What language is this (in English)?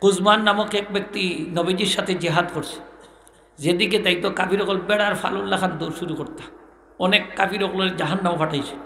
Sylheti